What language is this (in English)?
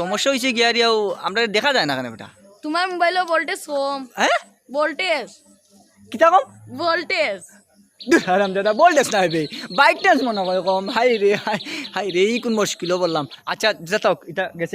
Sylheti